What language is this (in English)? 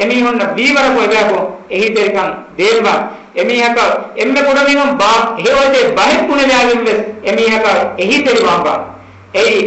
Divehi